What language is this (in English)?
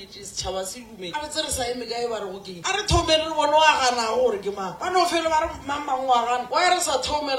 Northern Sotho